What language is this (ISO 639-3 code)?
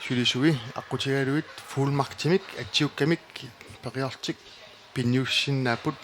kal